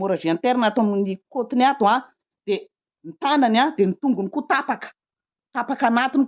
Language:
Malagasy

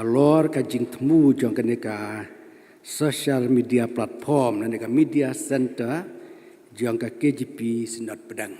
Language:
Khasi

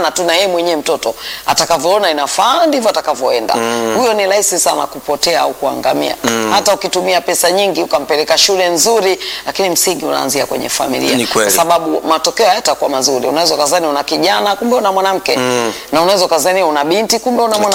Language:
Swahili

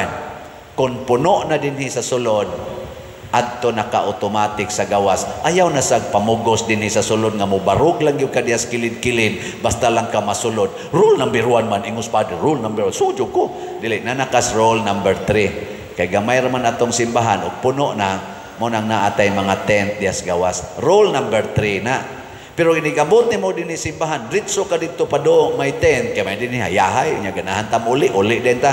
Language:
Cebuano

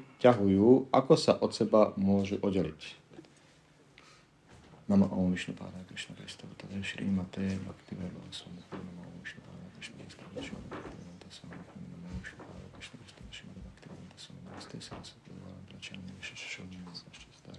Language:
Slovak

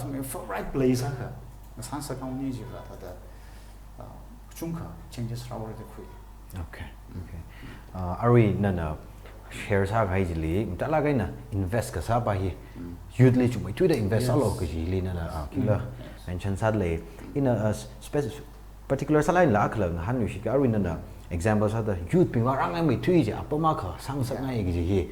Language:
Tangkhul Naga (India)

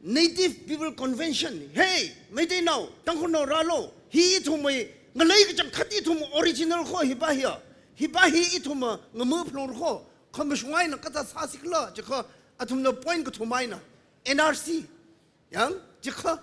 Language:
Tangkhul Naga (India)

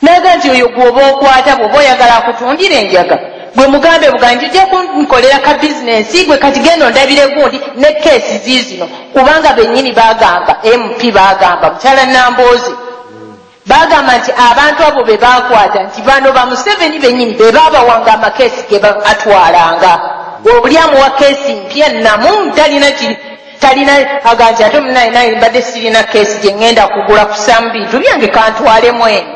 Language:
Ganda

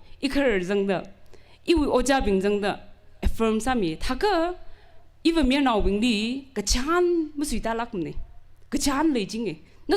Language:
Tangkhul Naga (India)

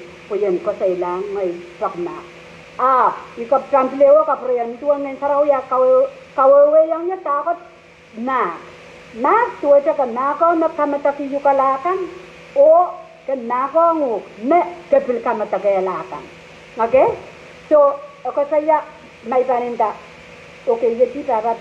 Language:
Pohnpeian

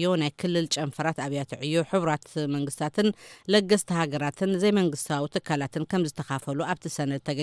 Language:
Tigrinya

